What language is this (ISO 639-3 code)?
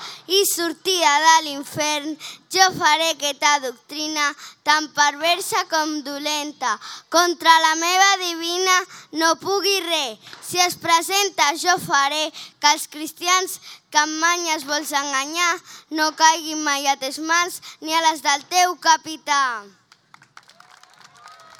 cat